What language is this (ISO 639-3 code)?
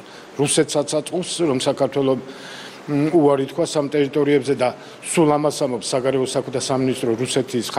kat